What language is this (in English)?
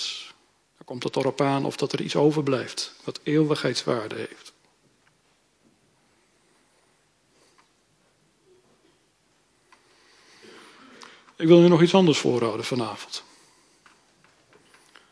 Dutch